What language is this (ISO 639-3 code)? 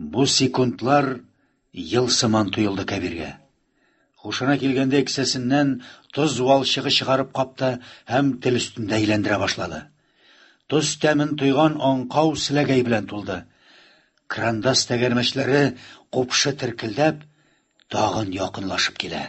tat